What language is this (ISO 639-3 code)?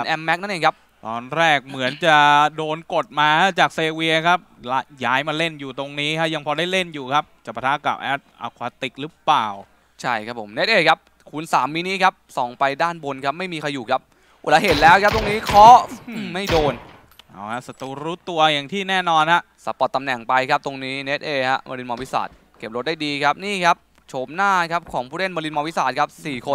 tha